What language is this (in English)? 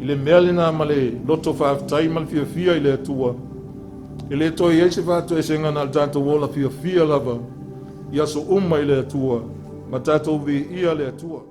Samoan